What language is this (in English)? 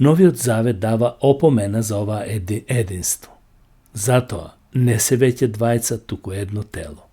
Macedonian